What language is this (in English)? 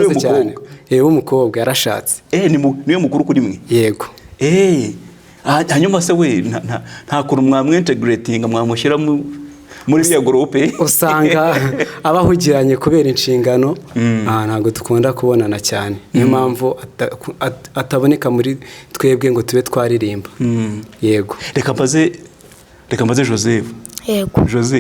Kinyarwanda